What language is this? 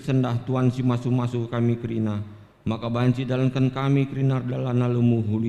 Batak Karo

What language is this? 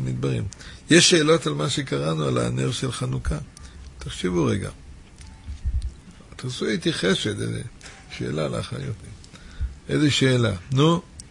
Hebrew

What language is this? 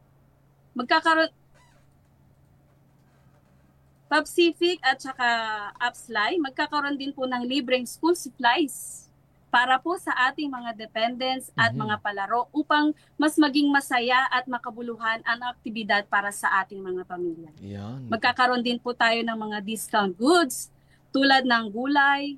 Filipino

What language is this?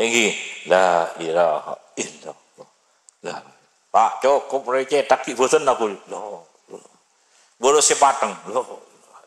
Madurese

